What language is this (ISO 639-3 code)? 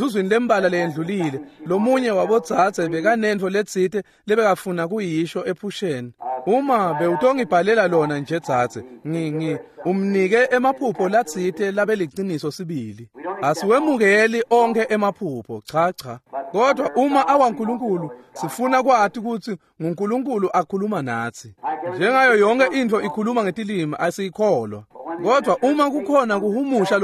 ssw